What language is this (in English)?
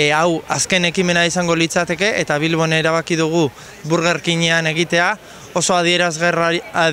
Basque